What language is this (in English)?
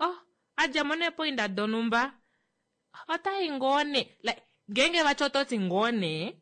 Kuanyama